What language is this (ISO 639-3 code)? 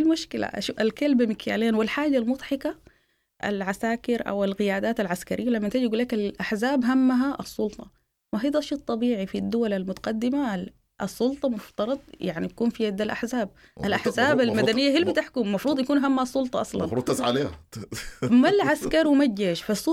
apd